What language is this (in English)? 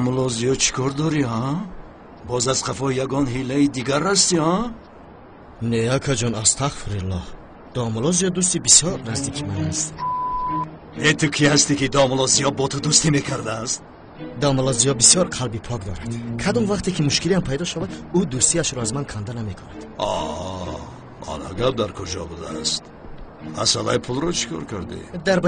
Persian